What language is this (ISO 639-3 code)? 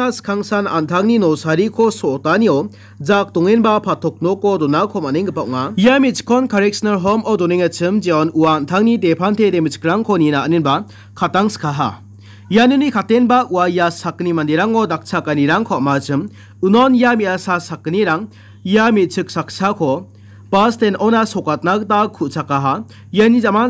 grt